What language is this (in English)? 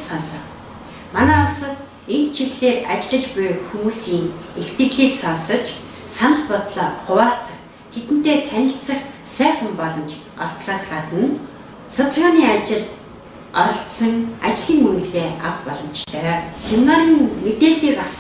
Mongolian